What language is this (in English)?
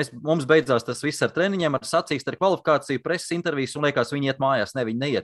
Latvian